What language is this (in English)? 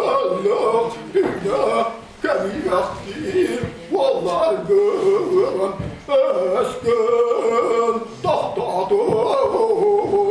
Yakut